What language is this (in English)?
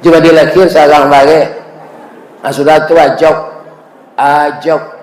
Minangkabau